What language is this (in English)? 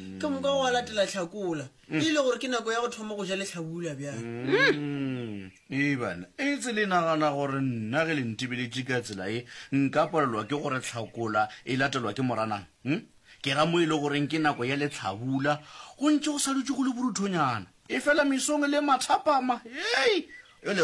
Northern Sotho